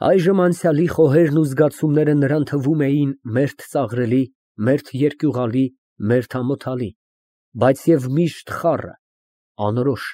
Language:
Armenian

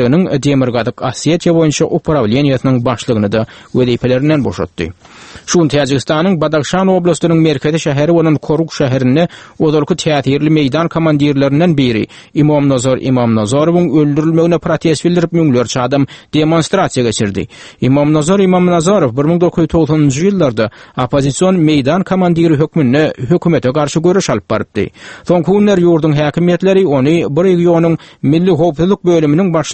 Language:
Turkmen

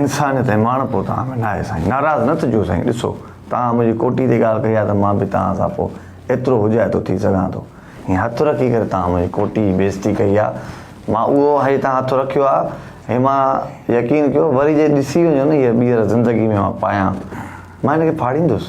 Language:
Sindhi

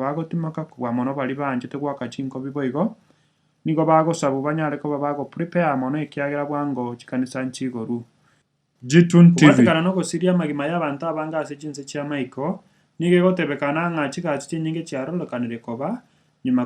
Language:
Gusii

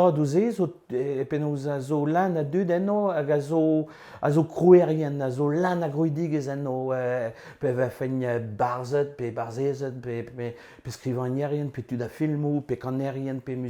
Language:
Breton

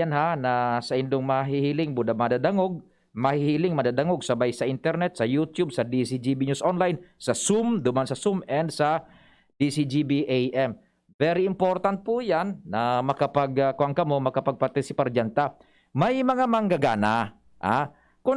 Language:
Bikol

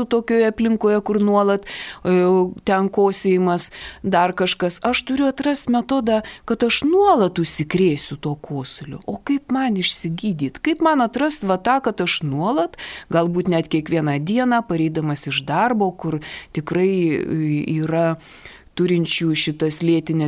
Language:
Lithuanian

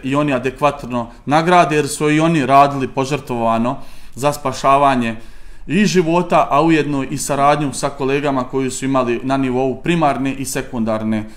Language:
Serbian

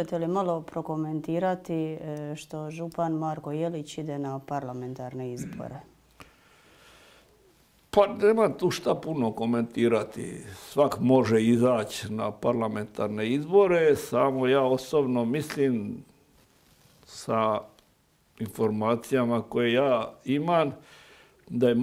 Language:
Croatian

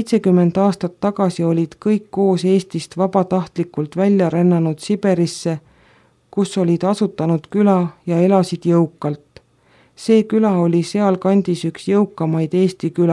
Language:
Estonian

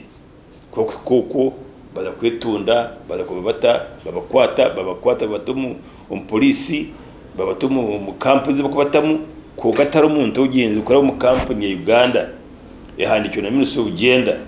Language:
Nyankole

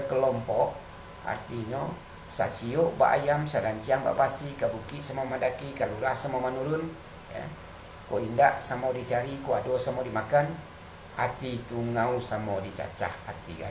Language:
Minangkabau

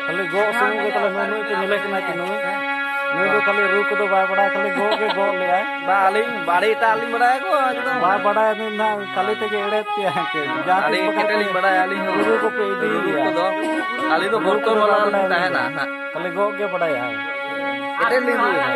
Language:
Santali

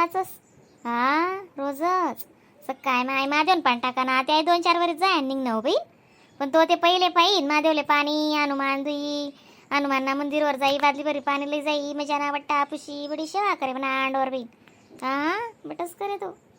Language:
Khandesi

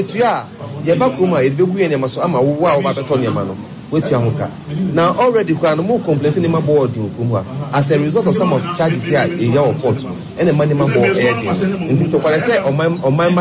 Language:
Akan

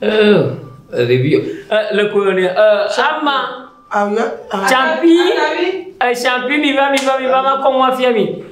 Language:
Ewe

